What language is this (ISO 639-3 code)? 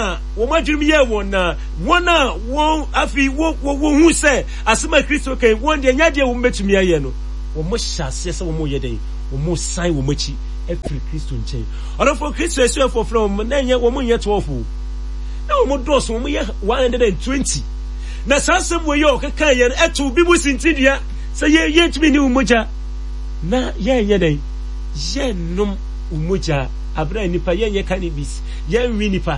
aka